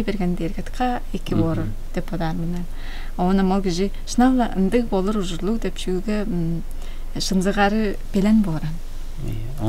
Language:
Tuvinian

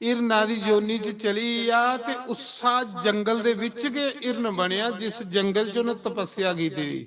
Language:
Dogri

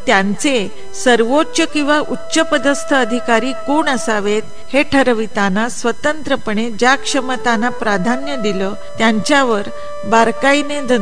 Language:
Marathi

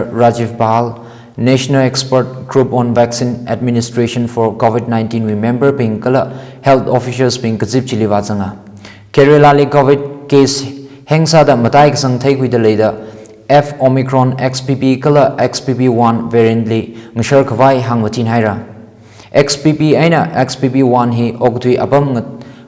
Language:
Tangkhul Naga (India)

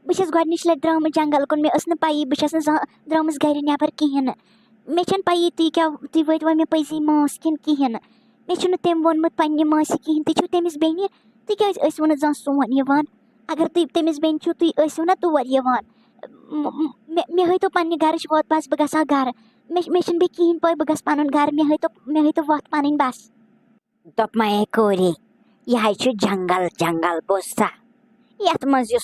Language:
Kashmiri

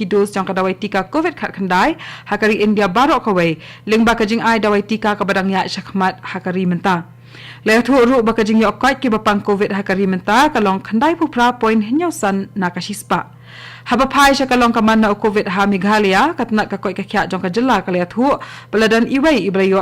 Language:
Khasi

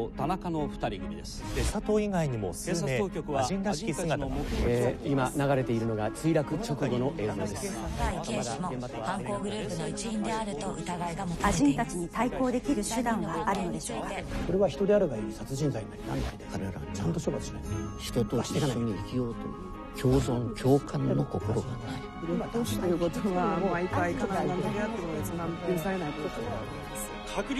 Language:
Japanese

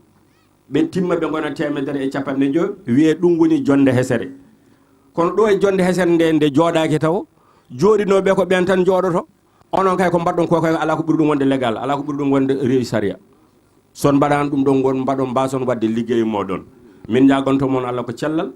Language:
Fula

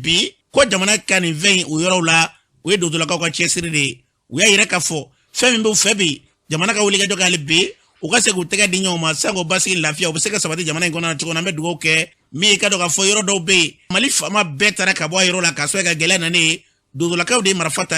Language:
Bambara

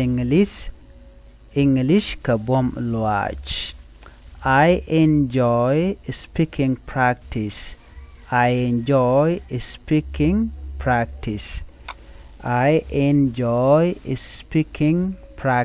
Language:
Nuer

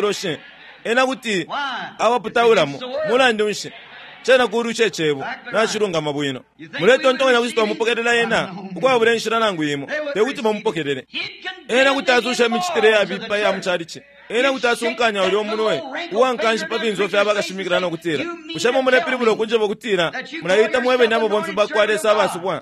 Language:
Bemba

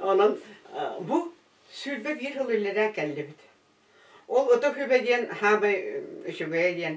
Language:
Yakut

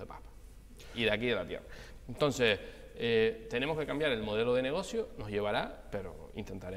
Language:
Spanish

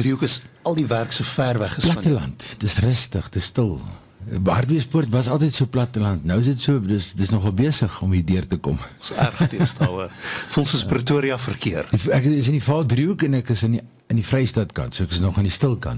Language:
Afrikaans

